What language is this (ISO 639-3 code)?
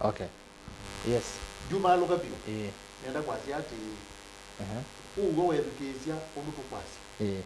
kam